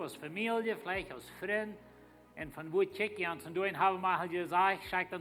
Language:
Plautdietsch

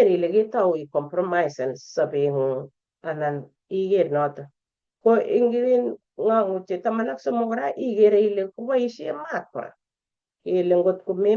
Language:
Kalenjin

